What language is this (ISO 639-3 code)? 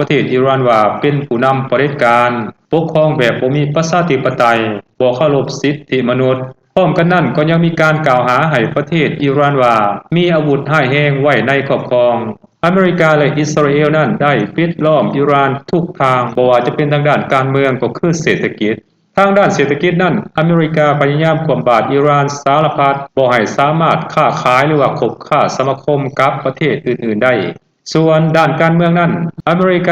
lao